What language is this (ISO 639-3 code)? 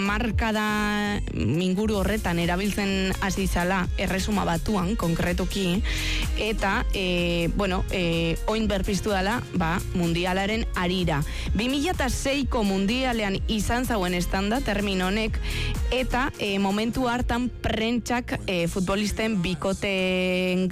eus